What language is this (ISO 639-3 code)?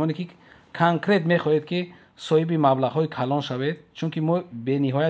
tgk